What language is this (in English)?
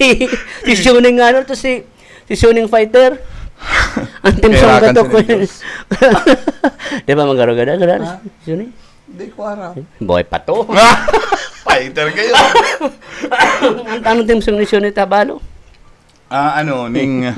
Bikol